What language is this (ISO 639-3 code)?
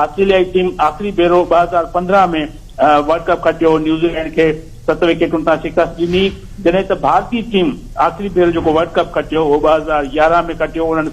snd